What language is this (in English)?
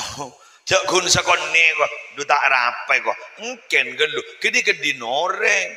Madurese